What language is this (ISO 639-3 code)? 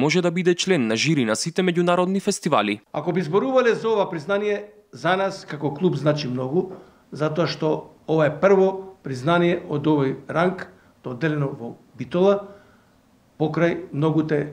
mkd